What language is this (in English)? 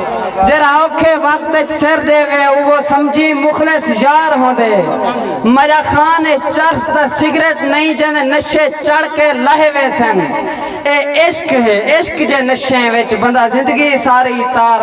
Saraiki